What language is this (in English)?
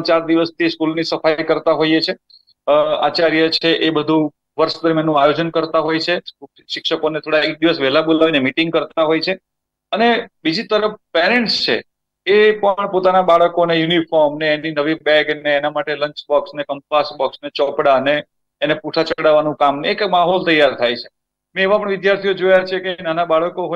Gujarati